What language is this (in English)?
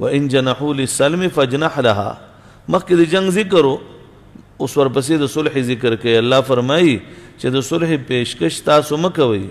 Pashto